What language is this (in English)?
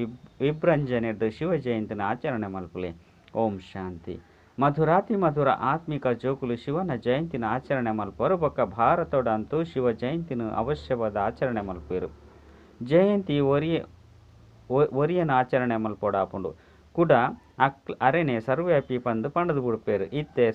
Tulu